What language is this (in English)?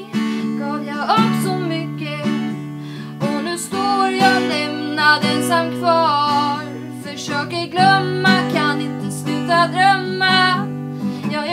Swedish